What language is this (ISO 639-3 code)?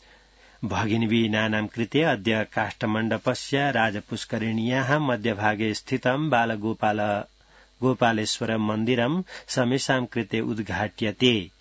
san